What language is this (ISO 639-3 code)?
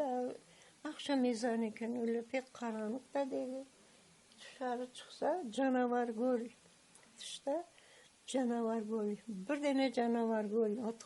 crh